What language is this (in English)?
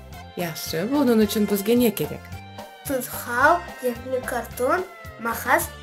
Crimean Tatar